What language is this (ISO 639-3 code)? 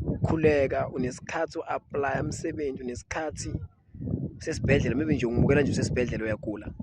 zul